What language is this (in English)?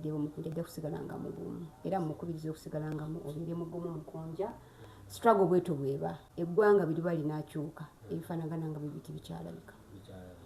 Ganda